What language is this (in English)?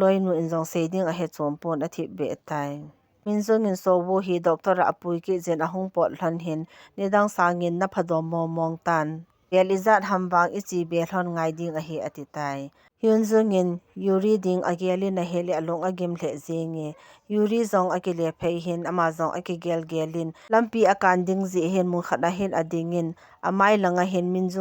Thado Chin